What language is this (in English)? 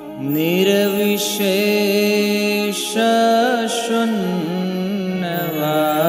Gujarati